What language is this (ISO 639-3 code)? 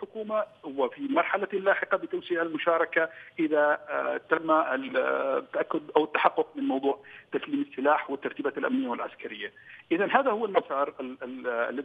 ara